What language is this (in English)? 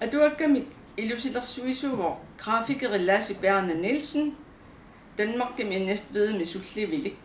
Kalaallisut